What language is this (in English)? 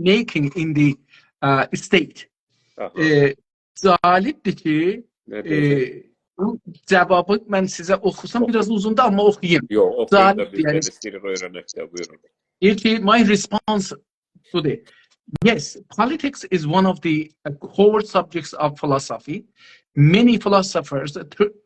South Azerbaijani